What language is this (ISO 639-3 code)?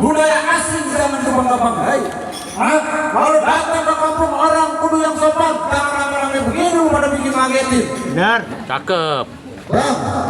bew